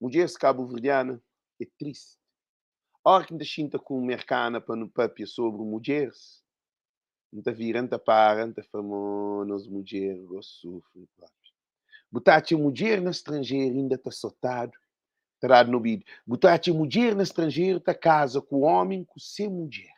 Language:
Kabuverdianu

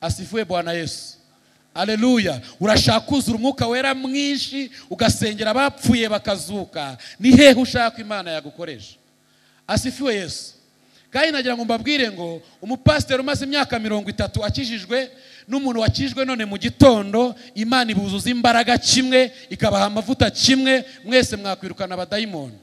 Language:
Kinyarwanda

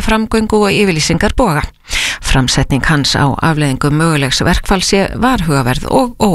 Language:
Icelandic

